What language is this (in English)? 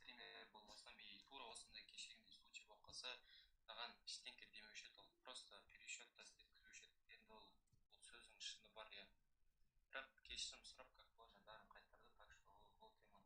Kara-Kalpak